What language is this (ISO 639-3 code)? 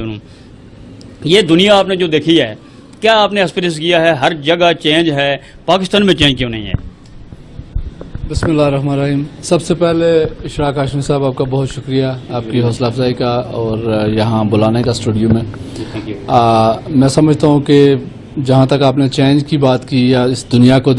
urd